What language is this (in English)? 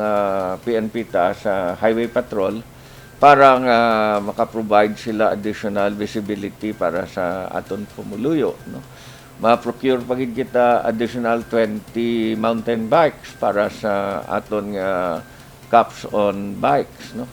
Hiligaynon